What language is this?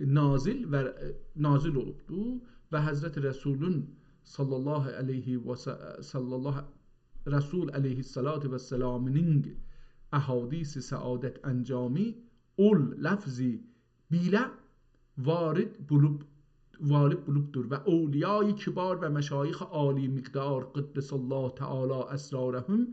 South Azerbaijani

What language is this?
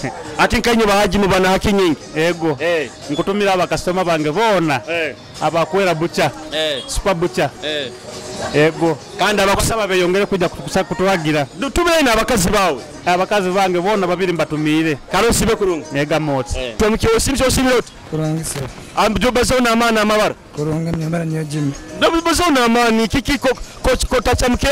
Nyoro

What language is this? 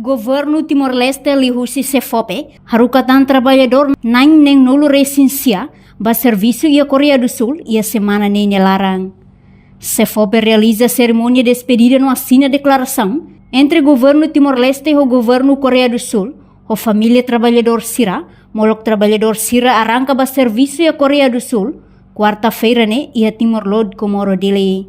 Tetum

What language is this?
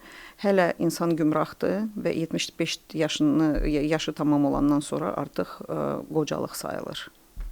Azerbaijani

